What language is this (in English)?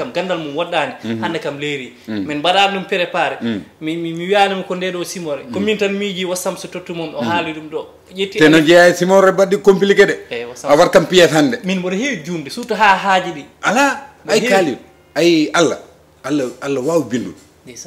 Fula